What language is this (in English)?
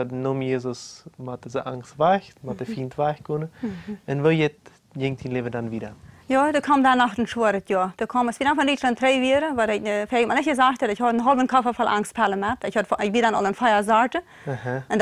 Plautdietsch